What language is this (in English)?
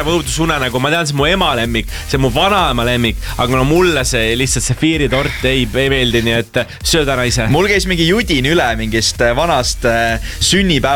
Estonian